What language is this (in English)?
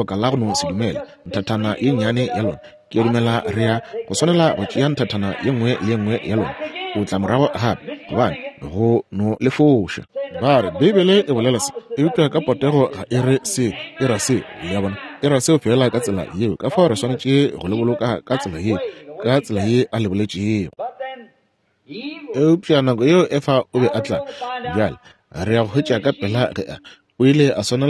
Northern Sotho